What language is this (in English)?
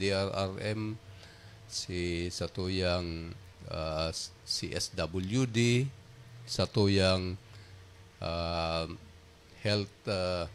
Bikol